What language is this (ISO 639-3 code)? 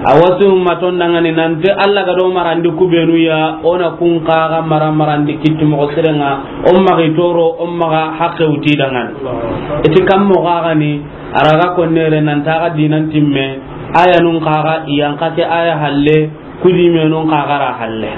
snk